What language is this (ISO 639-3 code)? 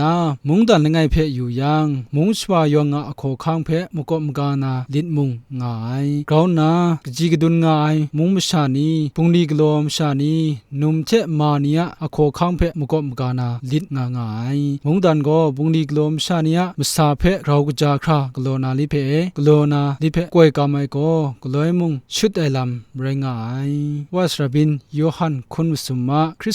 kac